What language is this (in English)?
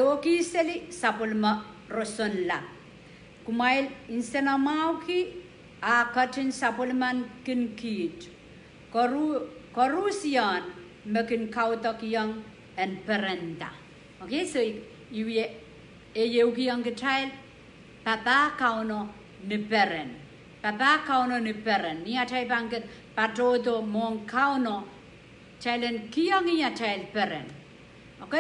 Pohnpeian